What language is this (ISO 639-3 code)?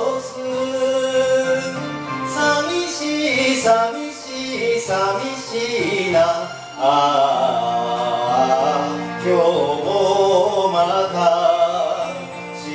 jpn